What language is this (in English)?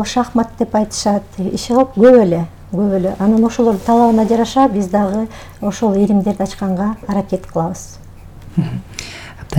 Kyrgyz